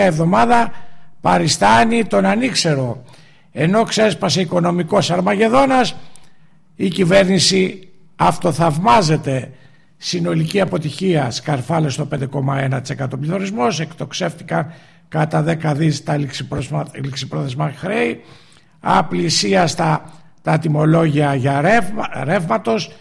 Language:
Greek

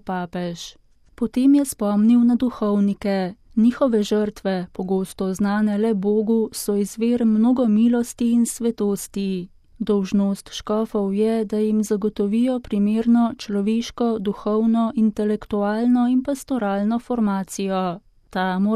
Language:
Slovenian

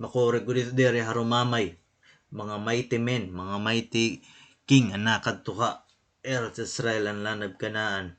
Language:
Waray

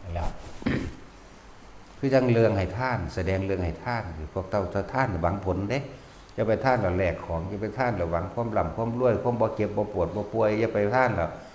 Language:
Lao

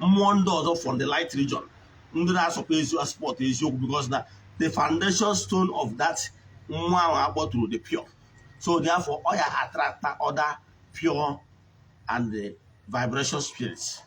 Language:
Igbo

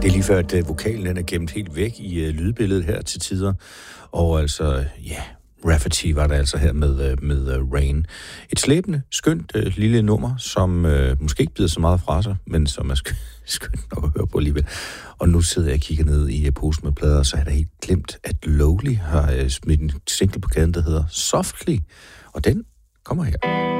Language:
Danish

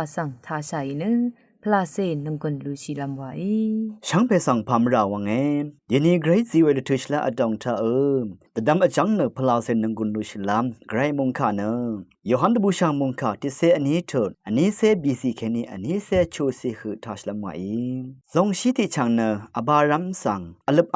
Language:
Rawang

